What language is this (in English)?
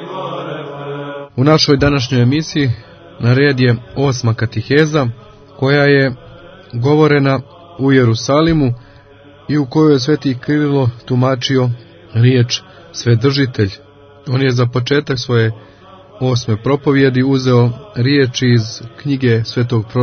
Croatian